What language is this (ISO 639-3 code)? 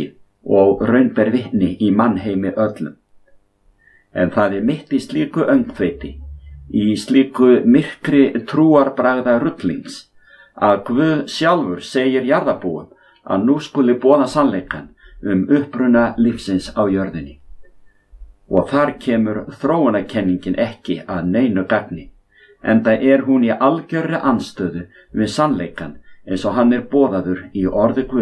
isl